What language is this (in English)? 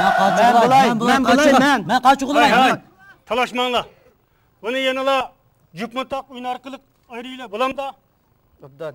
Uyghur